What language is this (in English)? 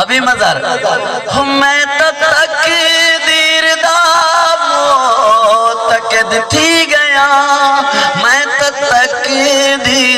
Saraiki